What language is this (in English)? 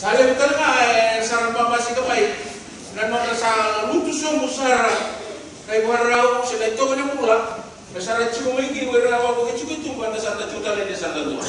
Fijian